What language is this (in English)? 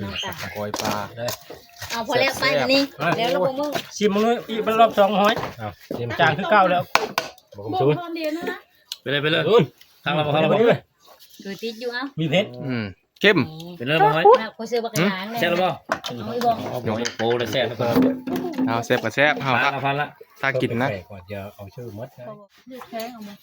Northeastern Thai